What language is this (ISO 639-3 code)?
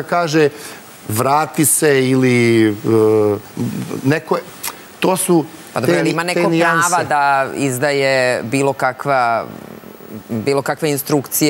srp